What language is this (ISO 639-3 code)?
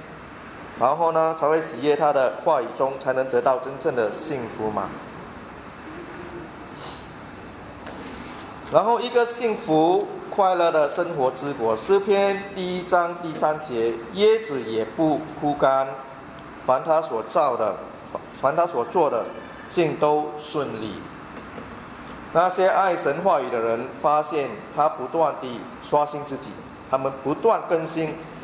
zho